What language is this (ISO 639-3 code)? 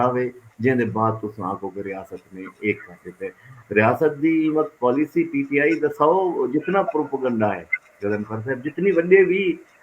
skr